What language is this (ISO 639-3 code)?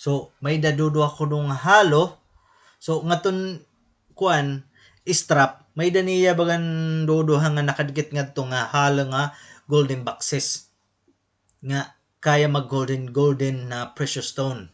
war